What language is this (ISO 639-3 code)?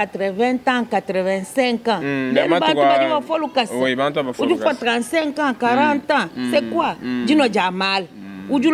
lua